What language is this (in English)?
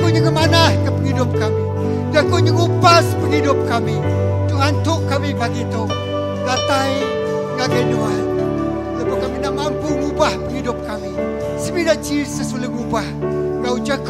Iban